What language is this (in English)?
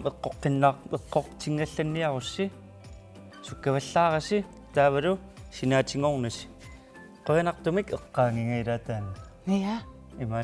Kalaallisut